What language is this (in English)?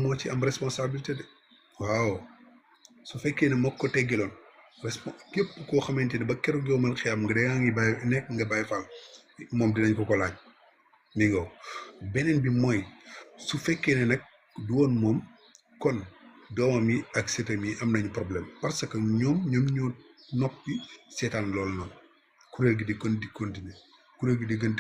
Wolof